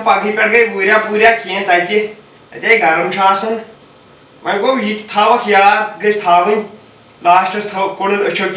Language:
Kashmiri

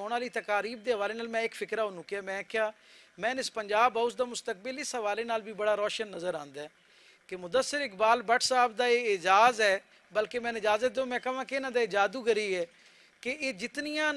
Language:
Western Panjabi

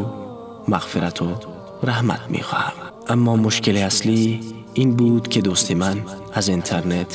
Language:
Persian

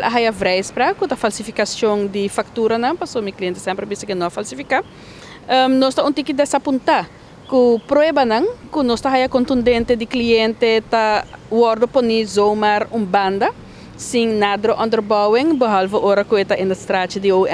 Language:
Papiamento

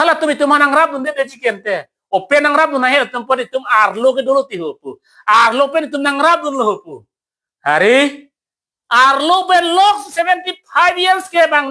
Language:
Karbi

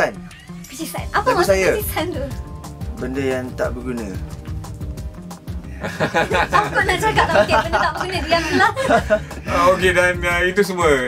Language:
Malay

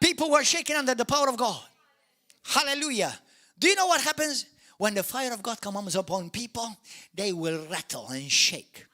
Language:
English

